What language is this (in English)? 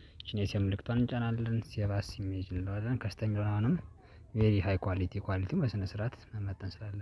Amharic